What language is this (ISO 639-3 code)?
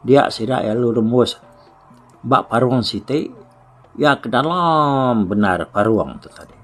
iba